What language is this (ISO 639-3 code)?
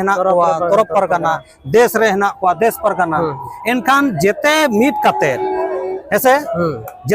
sat